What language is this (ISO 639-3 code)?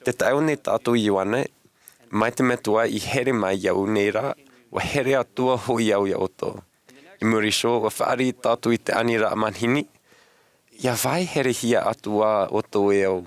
tah